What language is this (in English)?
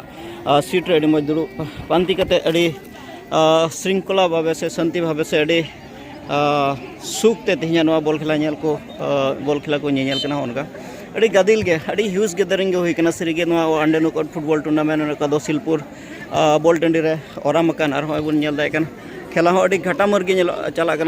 Santali